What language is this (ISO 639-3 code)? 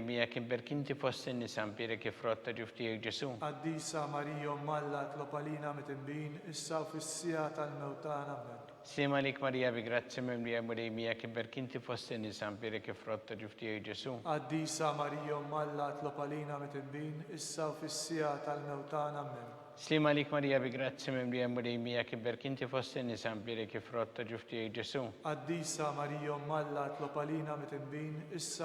mlt